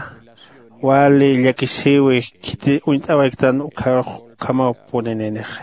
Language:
Aymara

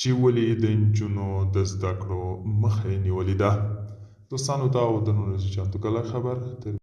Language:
Pashto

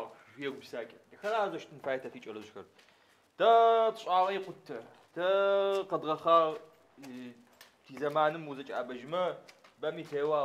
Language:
Adyghe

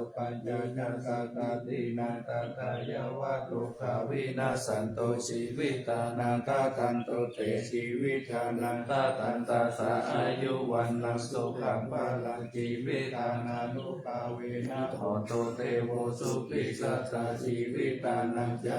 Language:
Pali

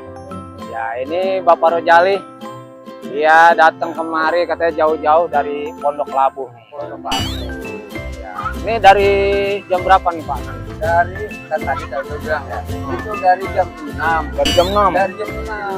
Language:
Betawi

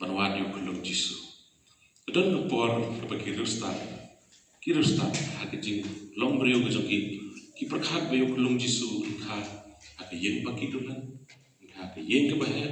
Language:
Khasi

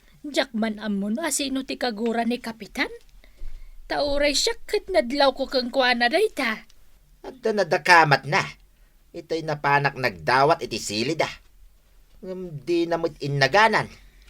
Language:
Iloko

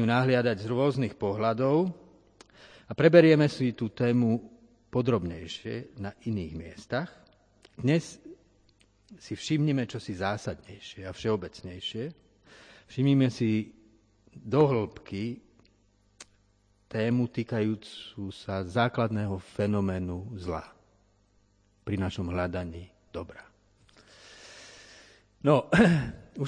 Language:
Slovak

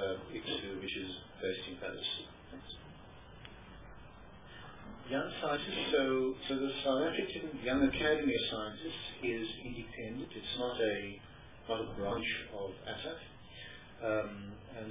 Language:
English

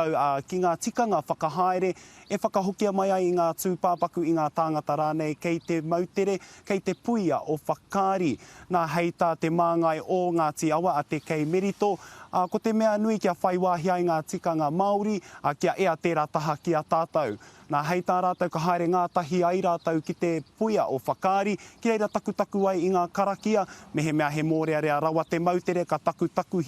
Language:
Māori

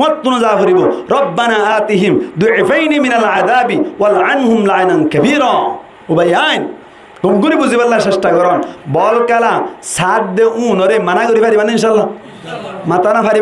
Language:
Rohingya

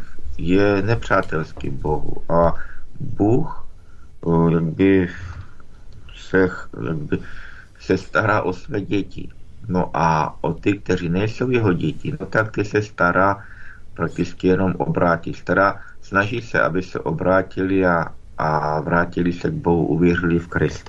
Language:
Czech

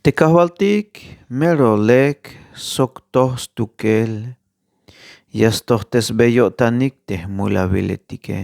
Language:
Tzeltal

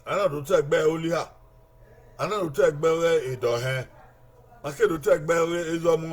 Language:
Bini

